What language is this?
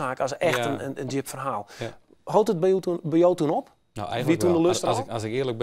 Western Frisian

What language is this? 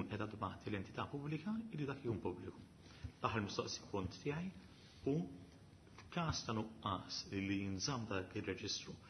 Maltese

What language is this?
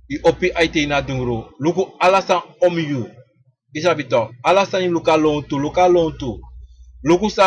Sranan Tongo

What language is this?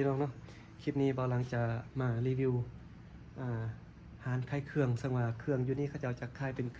Lao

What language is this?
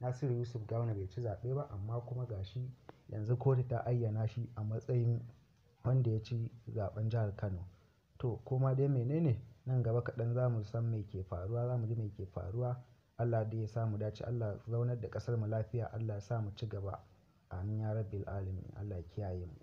Hausa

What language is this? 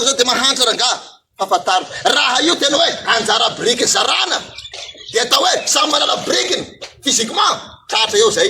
Malagasy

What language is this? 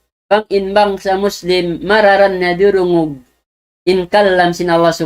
Tausug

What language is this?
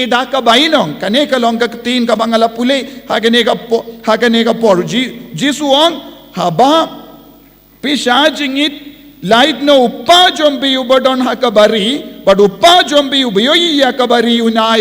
Khasi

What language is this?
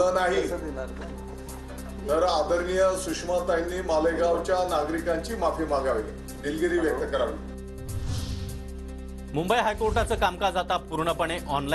Marathi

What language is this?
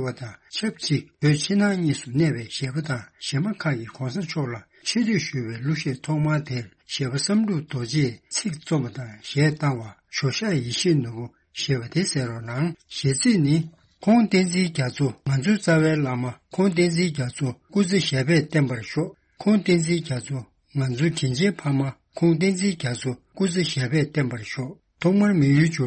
Tibetan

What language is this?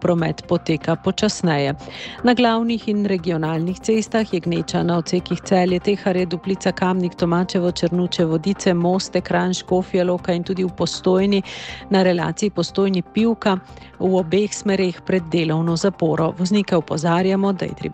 Slovenian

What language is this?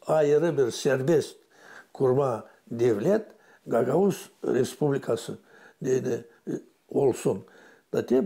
Gagauz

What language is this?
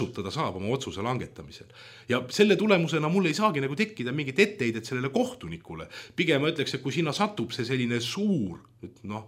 Estonian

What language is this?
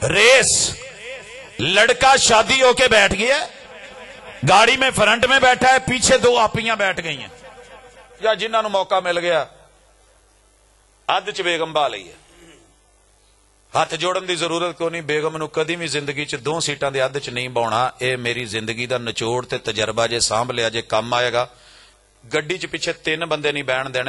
Western Panjabi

